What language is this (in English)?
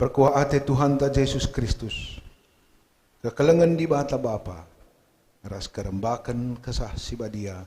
Batak Karo